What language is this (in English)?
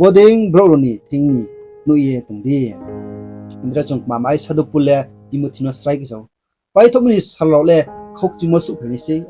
Riang (India)